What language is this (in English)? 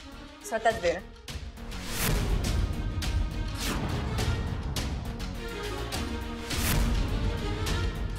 Marathi